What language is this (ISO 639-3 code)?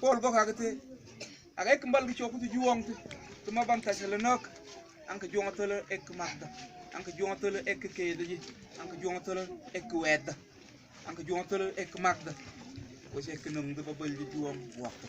mfz